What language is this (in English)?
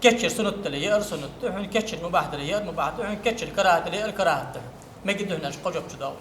Ingush